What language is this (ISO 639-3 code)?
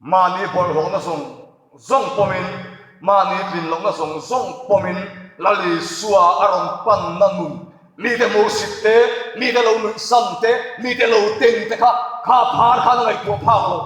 lus